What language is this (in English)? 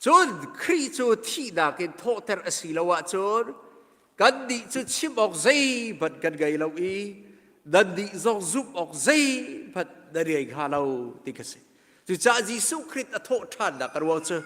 Hakha Chin